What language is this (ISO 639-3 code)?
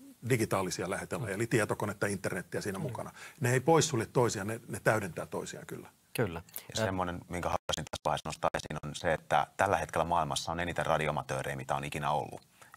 fin